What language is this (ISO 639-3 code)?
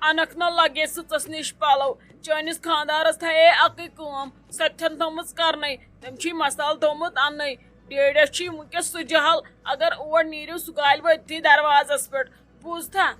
kas